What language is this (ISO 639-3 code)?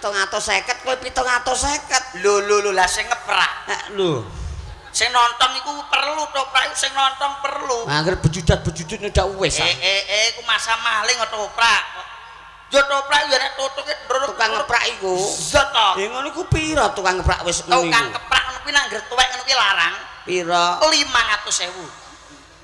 jav